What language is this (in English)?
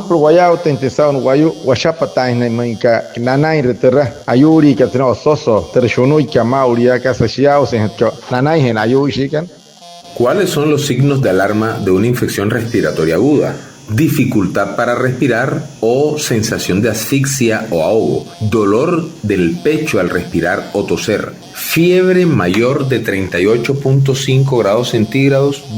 Wayuu